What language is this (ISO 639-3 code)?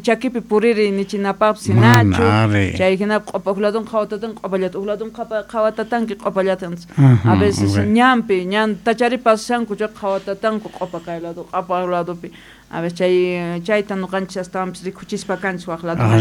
que